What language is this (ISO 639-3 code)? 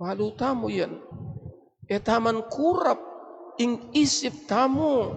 pam